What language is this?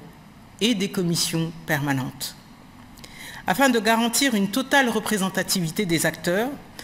French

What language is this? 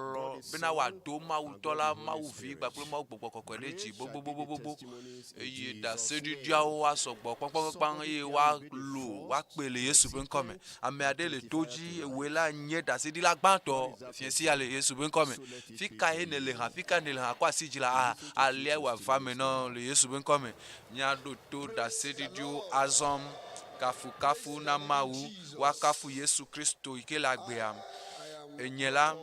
Ewe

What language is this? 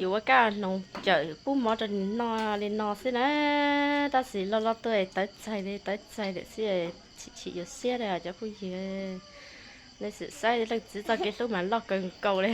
Hmong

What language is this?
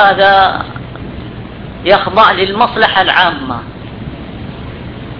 Arabic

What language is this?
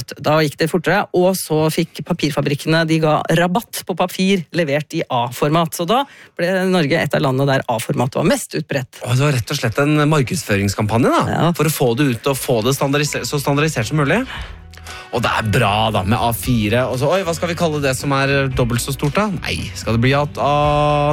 Norwegian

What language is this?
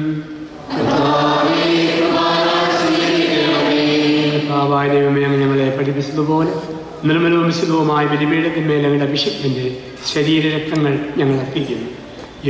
Malayalam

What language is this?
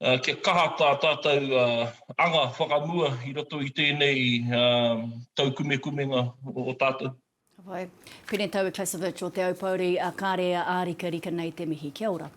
Māori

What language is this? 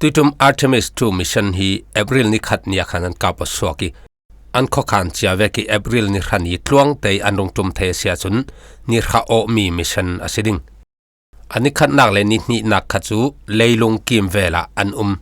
Falam Chin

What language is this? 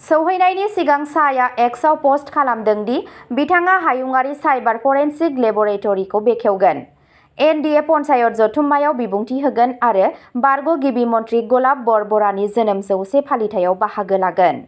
Bodo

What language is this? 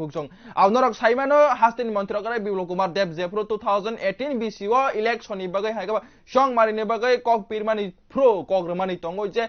Kok Borok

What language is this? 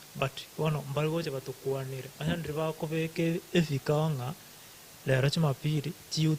Gusii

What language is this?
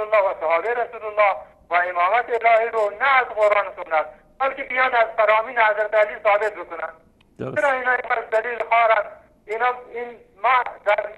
Persian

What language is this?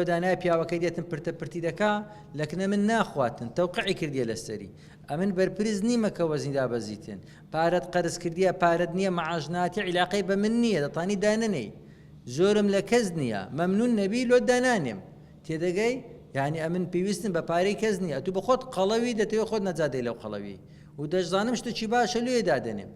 Central Kurdish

